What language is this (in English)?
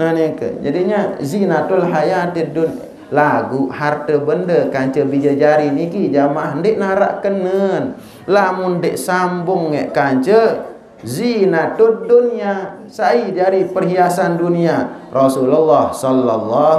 Sasak